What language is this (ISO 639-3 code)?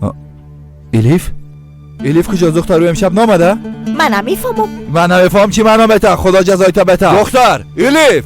fas